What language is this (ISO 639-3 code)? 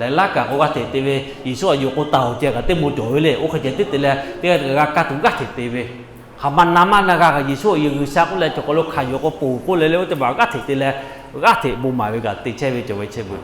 lhu